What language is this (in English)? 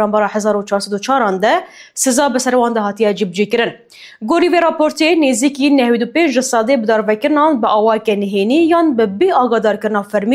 Kurdish